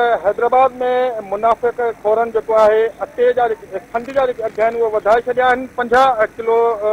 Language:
Sindhi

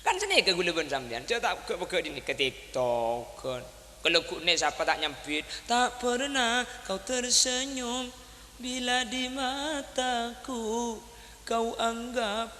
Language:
Madurese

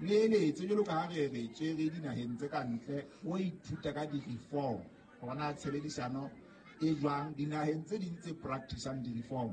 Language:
Southern Sotho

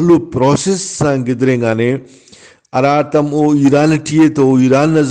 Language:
Brahui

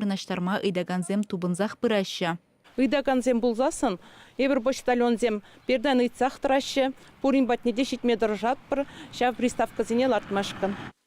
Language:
Chuvash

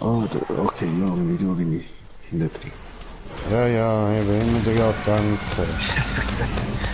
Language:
Swiss German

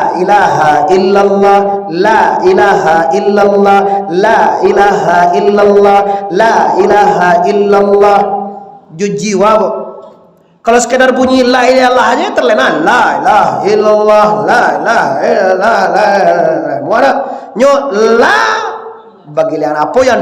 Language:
Minangkabau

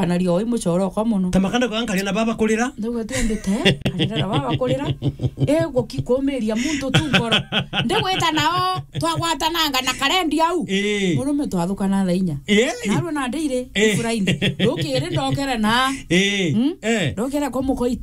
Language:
Meru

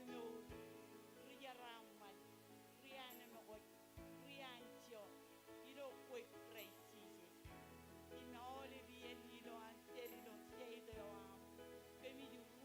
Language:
Marshallese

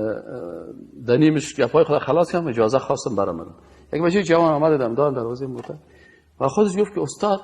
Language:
Persian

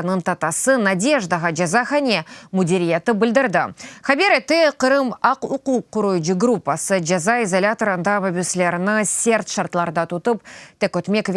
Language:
Crimean Tatar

